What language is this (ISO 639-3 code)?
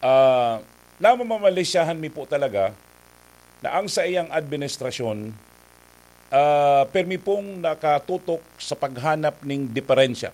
bik